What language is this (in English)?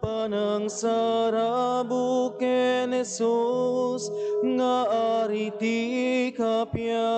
Iloko